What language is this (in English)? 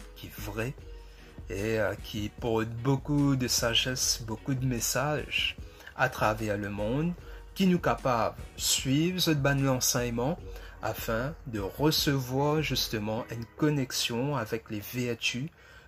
Morisyen